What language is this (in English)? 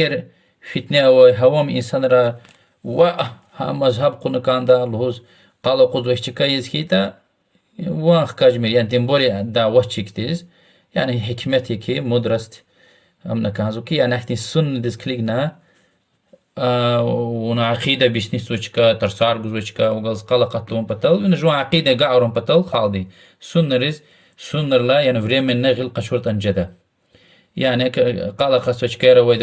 Lezghian